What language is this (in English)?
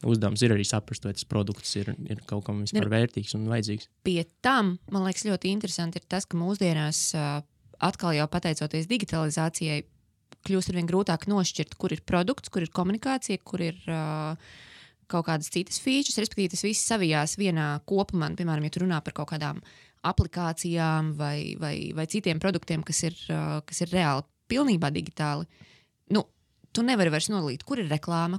Latvian